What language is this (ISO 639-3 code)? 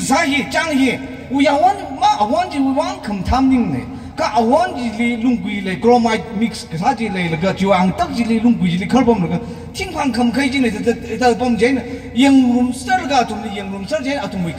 nmf